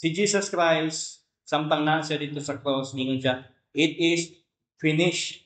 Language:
Cebuano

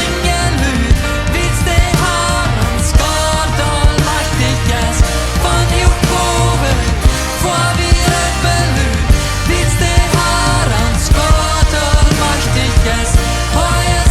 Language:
Plautdietsch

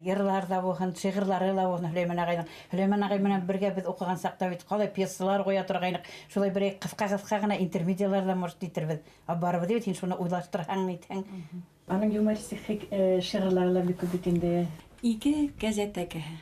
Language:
Bashkir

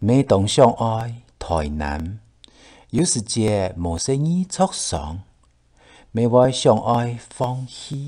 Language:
Hakka Chinese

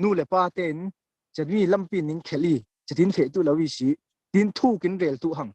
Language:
Falam Chin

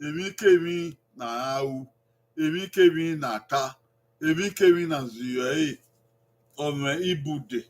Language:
Bini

